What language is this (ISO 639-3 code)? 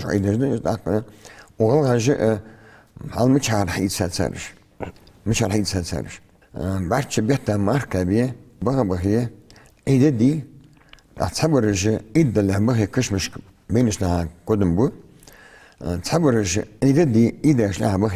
inh